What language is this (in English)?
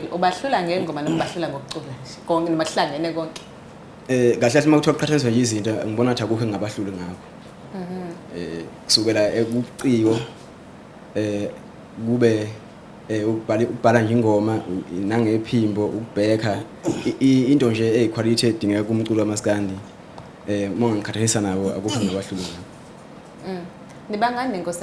Zulu